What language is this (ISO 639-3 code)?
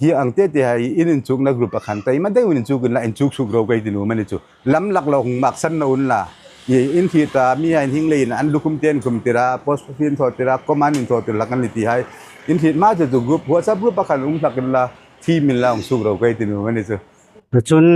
hmr